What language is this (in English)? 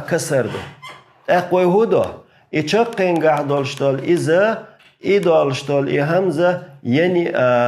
Chechen